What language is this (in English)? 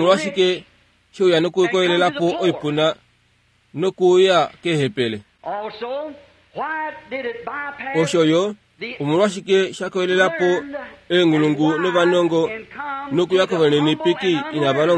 Kuanyama